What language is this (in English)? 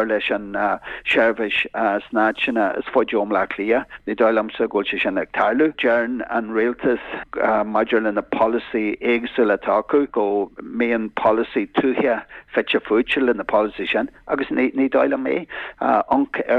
Irish